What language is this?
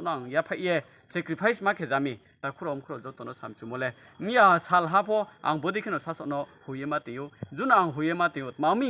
Riang (India)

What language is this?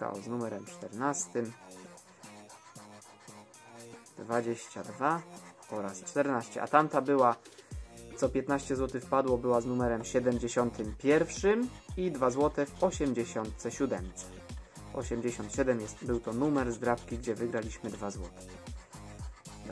Polish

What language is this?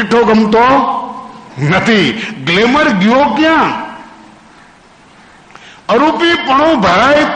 Gujarati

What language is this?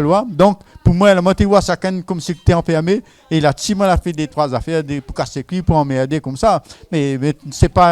Réunion Creole French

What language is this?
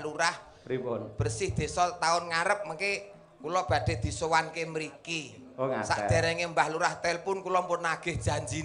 Javanese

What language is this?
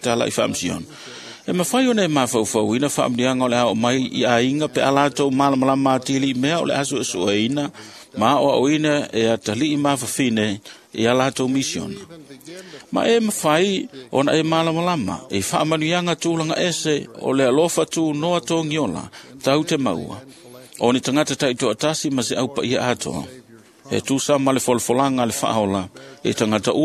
Samoan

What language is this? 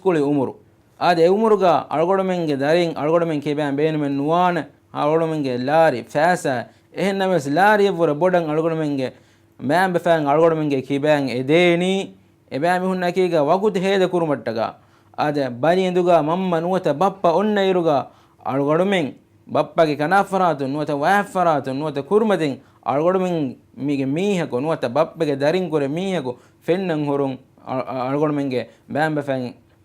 Divehi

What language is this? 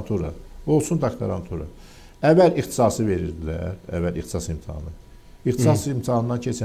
Azerbaijani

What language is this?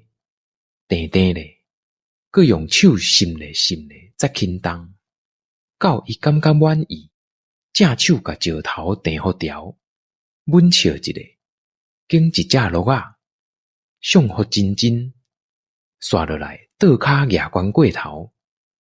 Min Nan Chinese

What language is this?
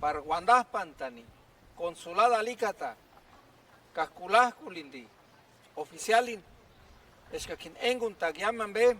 Purepecha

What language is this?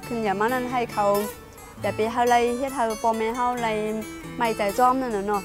Shan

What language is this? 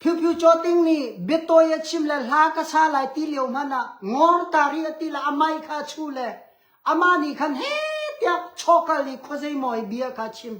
Hakha Chin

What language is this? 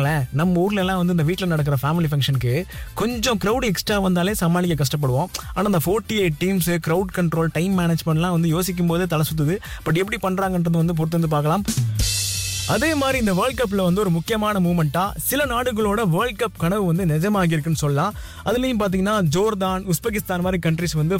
Tamil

